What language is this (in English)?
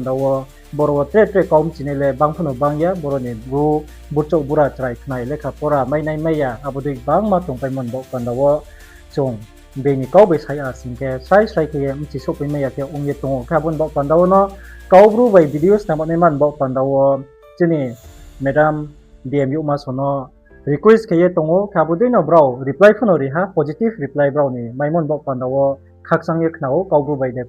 Riang (India)